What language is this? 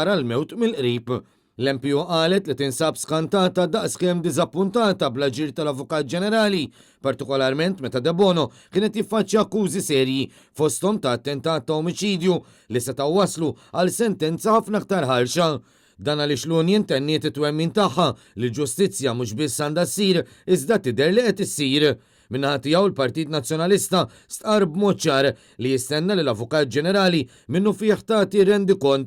Maltese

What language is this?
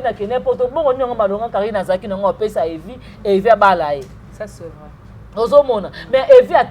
Lingala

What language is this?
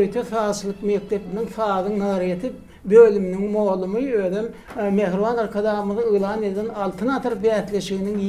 Turkmen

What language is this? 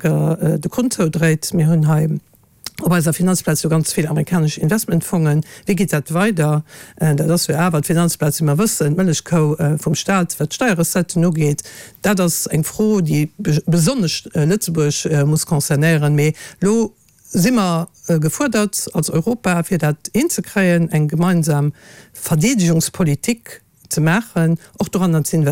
Luxembourgish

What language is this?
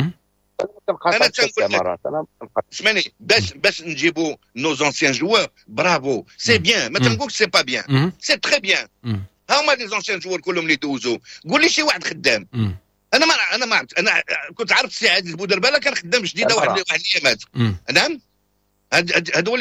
Moroccan Arabic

